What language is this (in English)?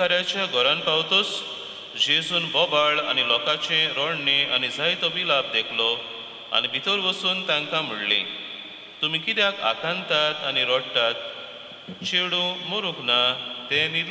Konkani